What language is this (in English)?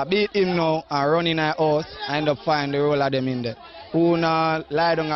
Jamaican Creole English